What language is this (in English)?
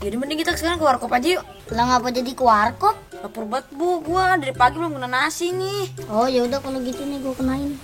Betawi